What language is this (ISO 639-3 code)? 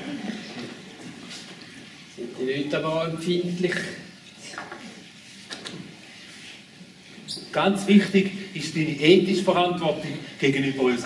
deu